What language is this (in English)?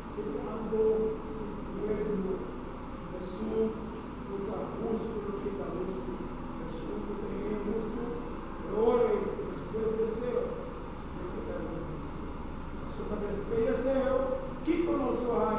Papiamento